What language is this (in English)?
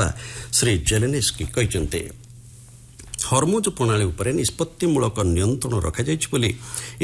Odia